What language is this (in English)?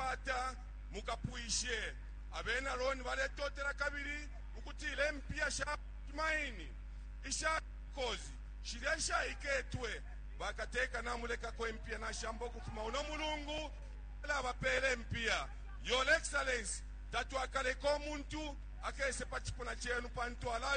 Bemba